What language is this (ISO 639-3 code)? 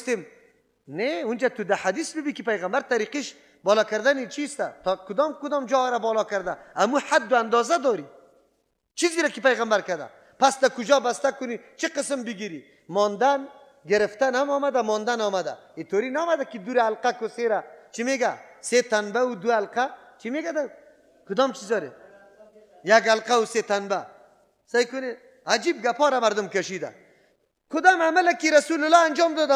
fas